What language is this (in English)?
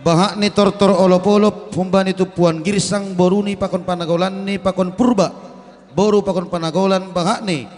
Batak Simalungun